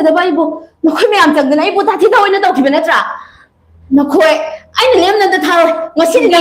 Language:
Manipuri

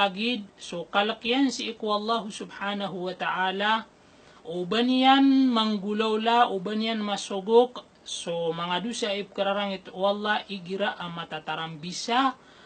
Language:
Maranao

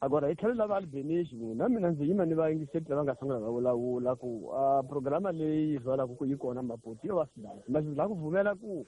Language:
Tsonga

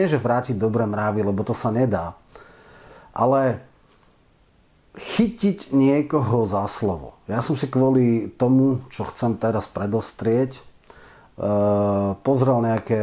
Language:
Slovak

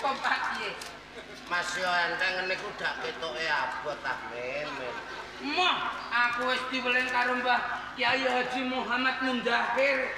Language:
Javanese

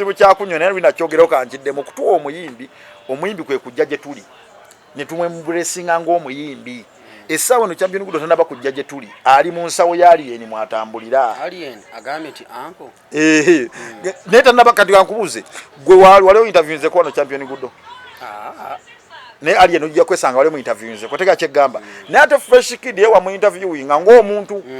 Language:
Ganda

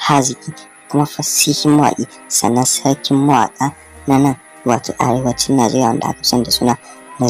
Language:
Hausa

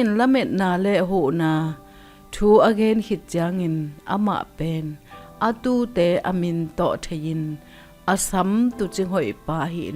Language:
Tedim Chin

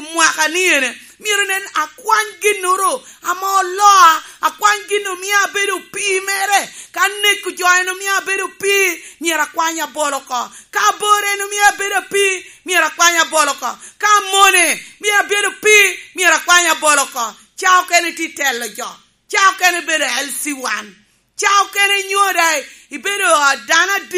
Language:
Lango (Uganda)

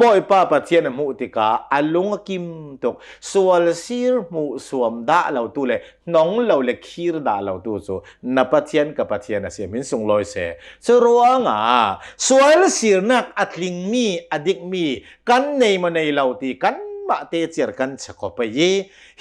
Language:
Hakha Chin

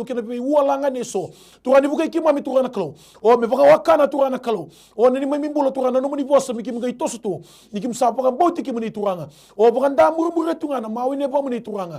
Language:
Fijian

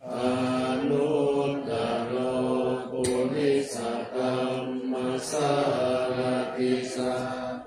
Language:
Pali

